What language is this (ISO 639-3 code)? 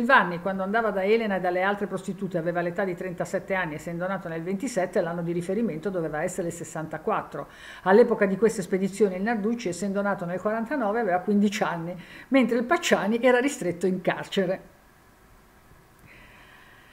ita